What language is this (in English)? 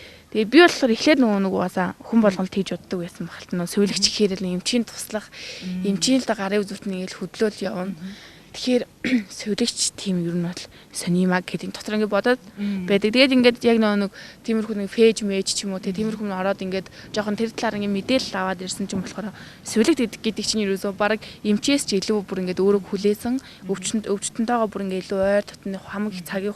Mongolian